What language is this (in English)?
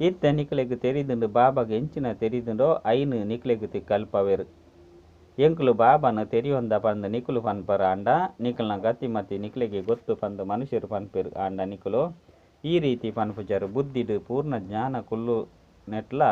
Tulu